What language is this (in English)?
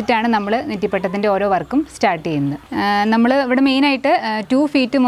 Malayalam